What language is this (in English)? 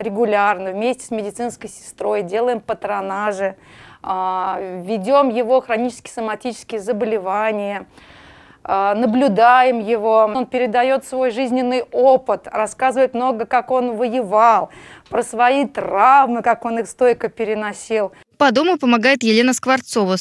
Russian